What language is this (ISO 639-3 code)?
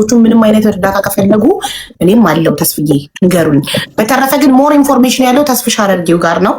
amh